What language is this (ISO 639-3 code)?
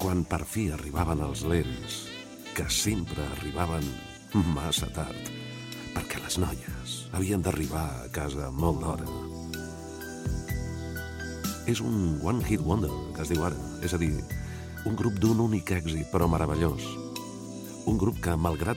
cat